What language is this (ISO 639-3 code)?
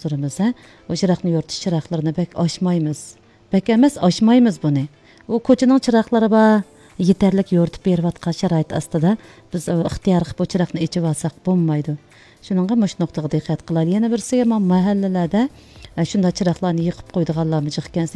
uig